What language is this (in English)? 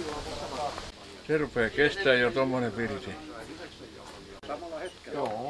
Finnish